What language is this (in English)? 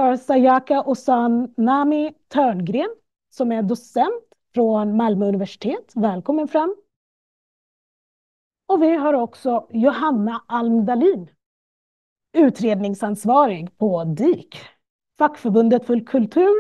Swedish